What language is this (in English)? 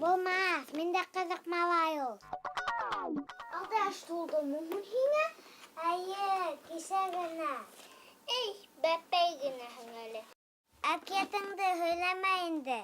Bashkir